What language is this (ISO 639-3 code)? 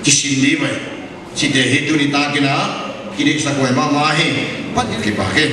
pck